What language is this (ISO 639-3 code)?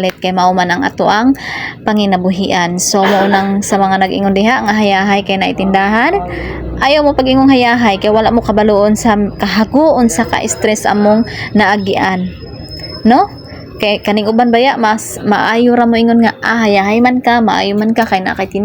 ceb